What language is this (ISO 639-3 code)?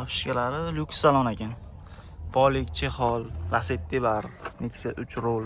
uzb